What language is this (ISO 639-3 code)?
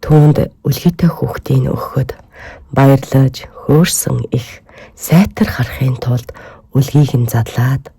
mon